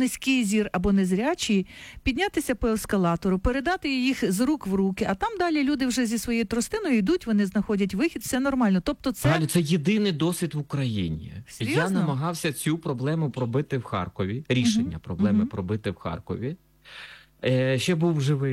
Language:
Ukrainian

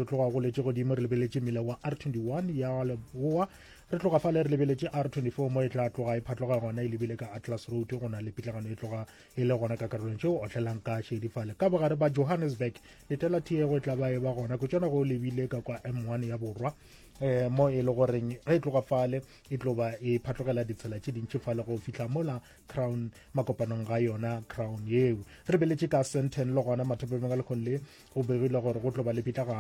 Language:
Northern Sotho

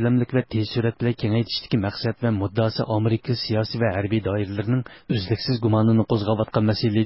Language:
Uyghur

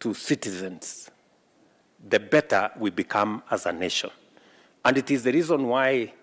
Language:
Kamba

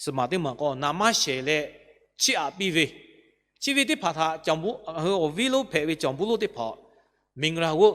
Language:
Lahu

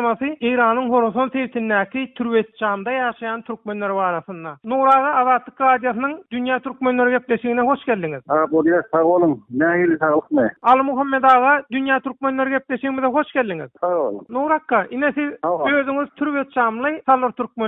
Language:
Turkmen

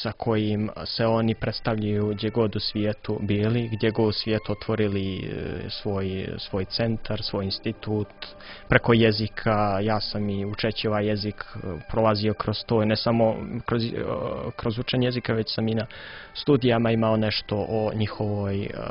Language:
Croatian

